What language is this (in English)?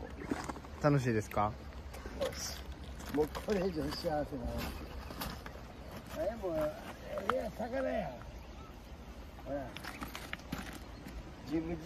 Japanese